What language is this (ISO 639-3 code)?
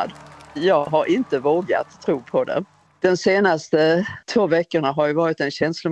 swe